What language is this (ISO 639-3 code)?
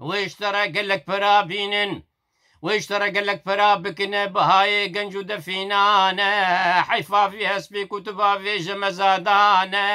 kur